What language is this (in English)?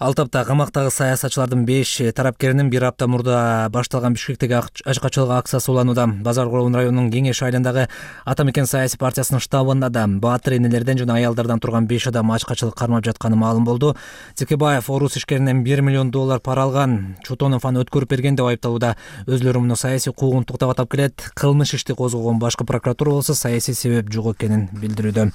Kyrgyz